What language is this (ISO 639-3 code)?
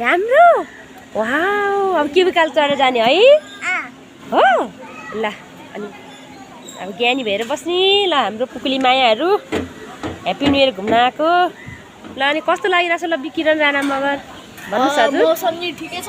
nep